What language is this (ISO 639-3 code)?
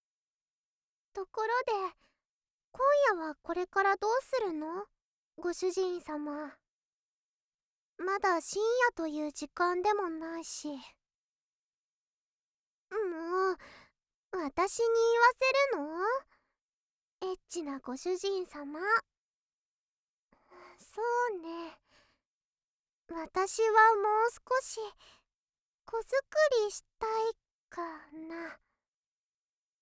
jpn